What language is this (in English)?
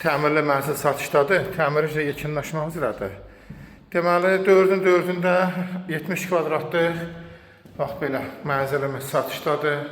Azerbaijani